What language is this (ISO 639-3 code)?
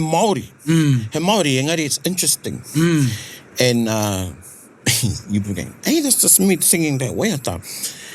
mri